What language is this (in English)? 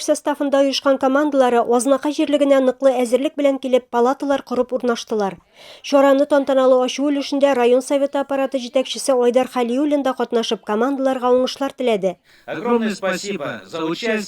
Tatar